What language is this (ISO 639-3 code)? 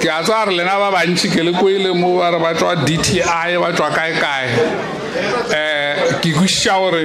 nso